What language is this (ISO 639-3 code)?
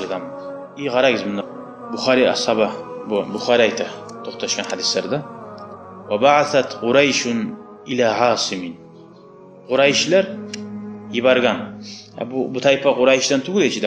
kum